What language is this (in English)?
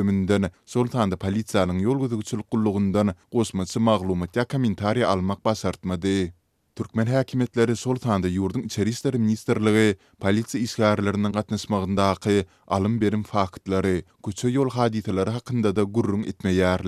Turkmen